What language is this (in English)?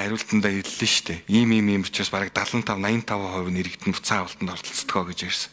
Mongolian